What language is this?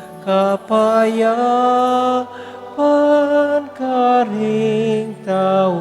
Pampanga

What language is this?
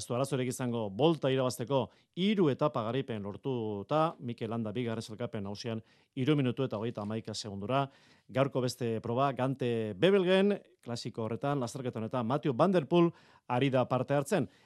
Basque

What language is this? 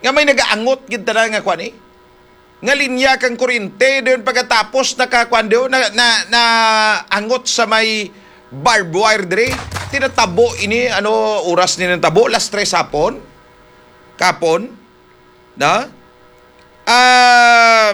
Hiligaynon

